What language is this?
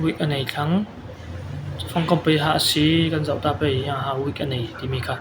Falam Chin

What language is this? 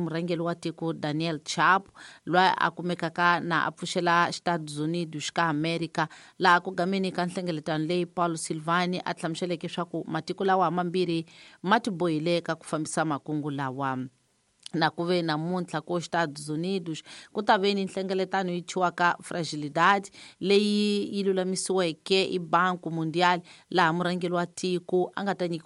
Tsonga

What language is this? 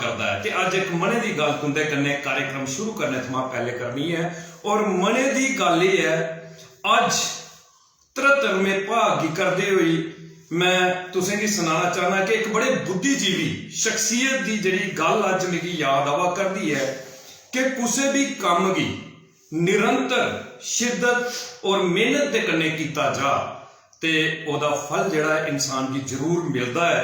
Dogri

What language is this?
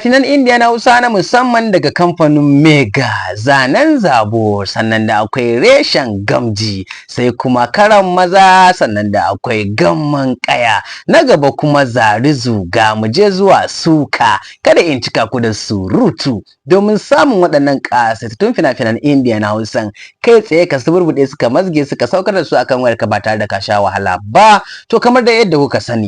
Hausa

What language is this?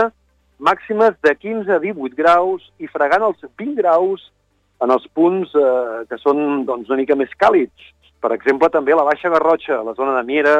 Catalan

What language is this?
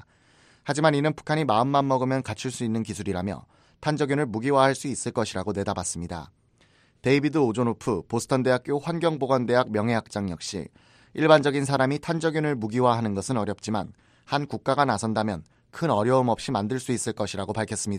Korean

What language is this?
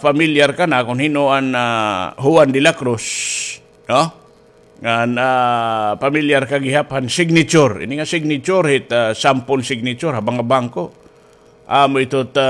Waray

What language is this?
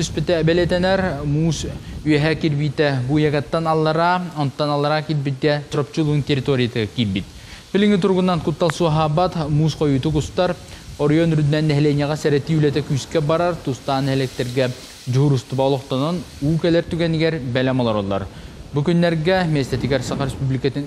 Yakut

